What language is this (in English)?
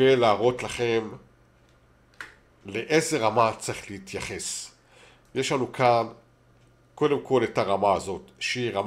Hebrew